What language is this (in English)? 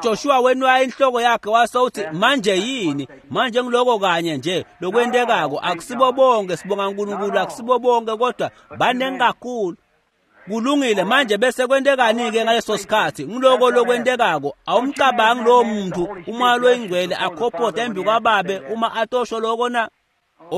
Swati